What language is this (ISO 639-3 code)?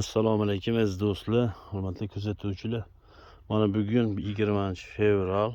uzb